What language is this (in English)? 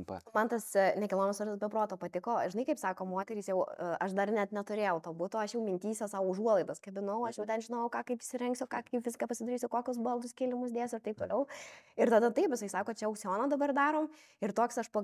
Lithuanian